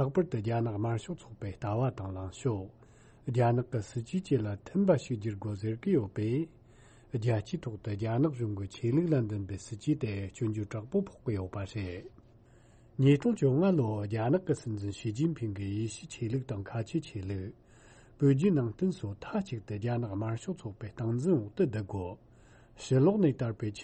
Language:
Tibetan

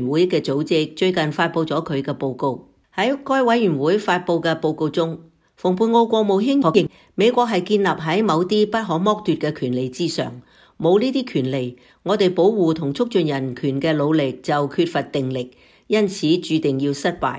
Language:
Cantonese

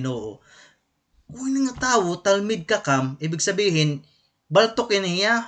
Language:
Waray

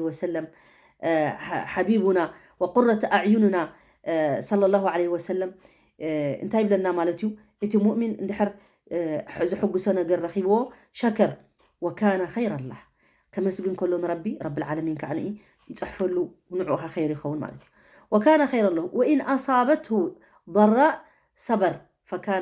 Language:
Tigrinya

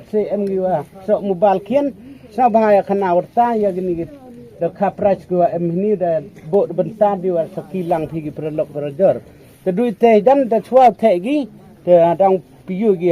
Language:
Khasi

